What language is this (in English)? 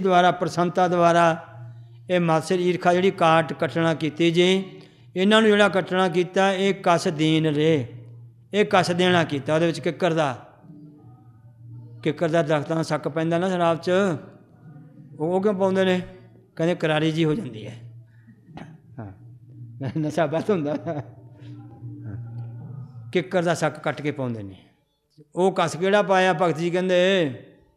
Punjabi